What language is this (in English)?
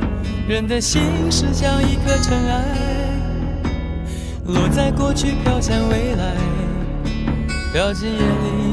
Chinese